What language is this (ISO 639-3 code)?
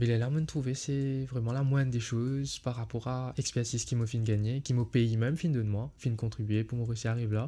mfe